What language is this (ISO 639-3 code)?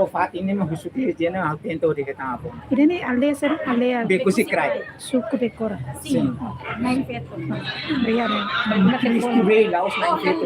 tet